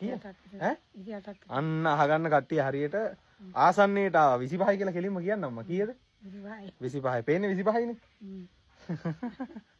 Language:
Sinhala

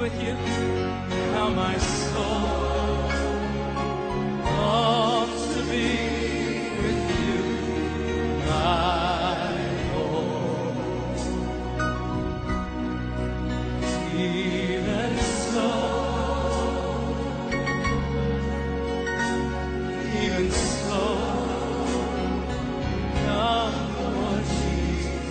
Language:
English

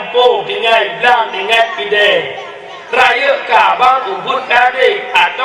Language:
Achinese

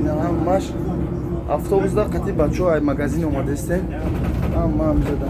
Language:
Tajik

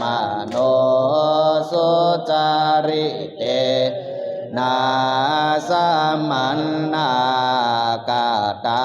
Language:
Pali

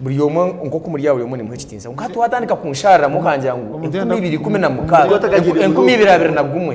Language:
Nyankole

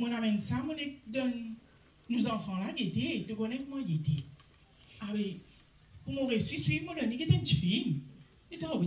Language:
Morisyen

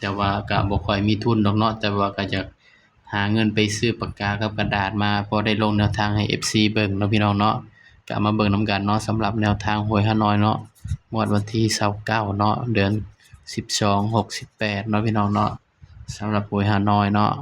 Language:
Northeastern Thai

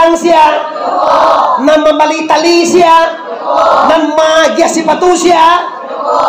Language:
Minangkabau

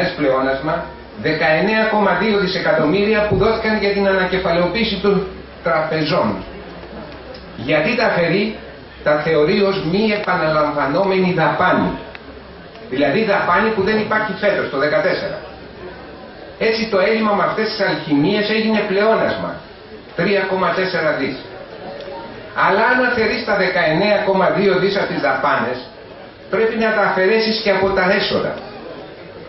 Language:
Greek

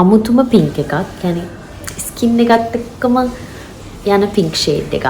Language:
Sinhala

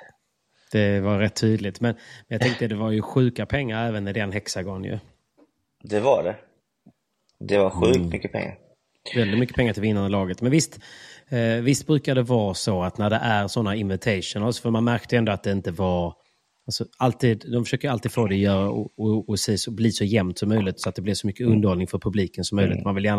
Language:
Swedish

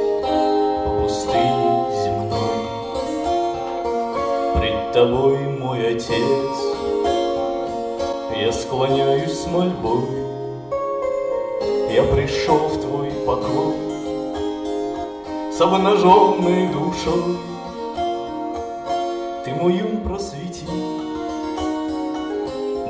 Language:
Russian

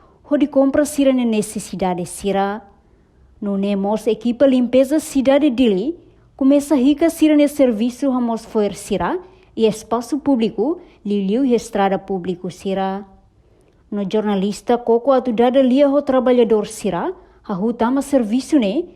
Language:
Tetum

